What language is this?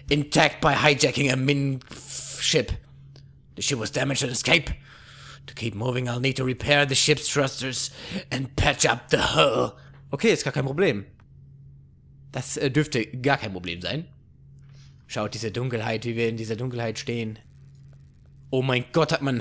German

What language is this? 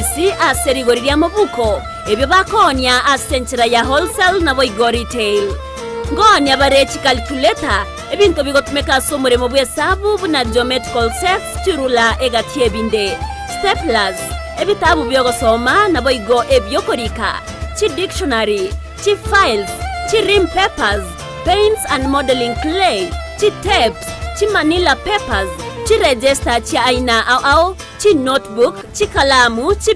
Gusii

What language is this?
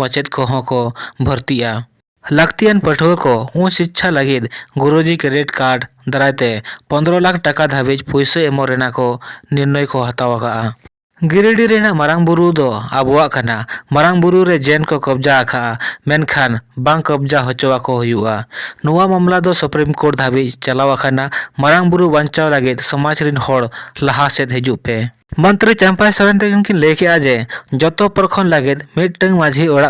Santali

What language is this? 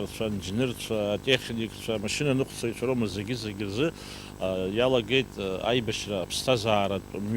Abkhazian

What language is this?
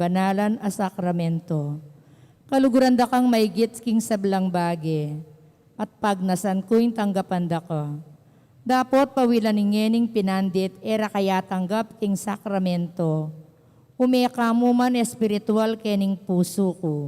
Pampanga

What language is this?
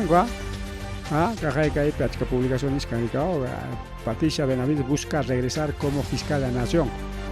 Ayacucho Quechua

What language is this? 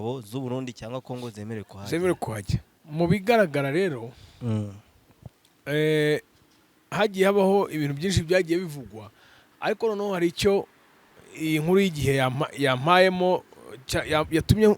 Kinyarwanda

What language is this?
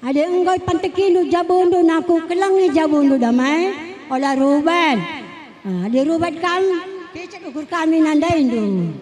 Batak Karo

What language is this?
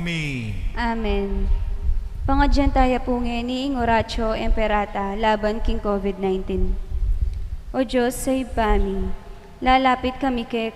Pampanga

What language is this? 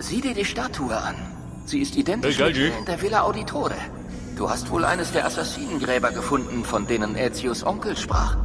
Bavarian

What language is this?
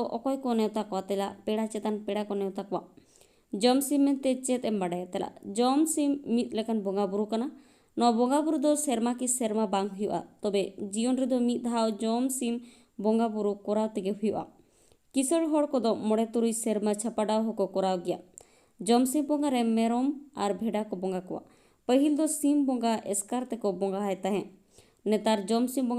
Santali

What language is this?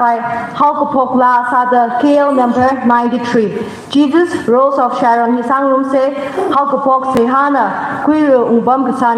Tangkhul Naga (India)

